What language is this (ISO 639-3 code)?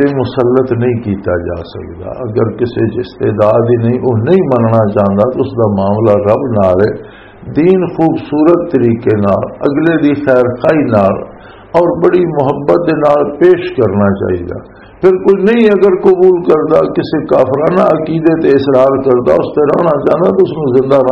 lah